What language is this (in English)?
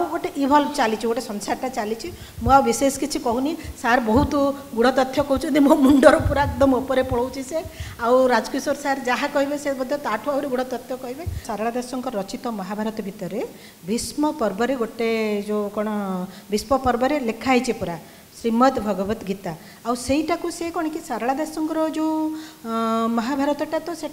Odia